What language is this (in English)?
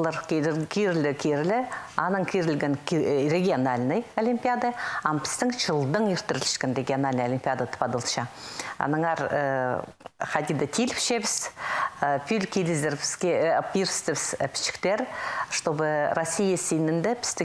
Khakas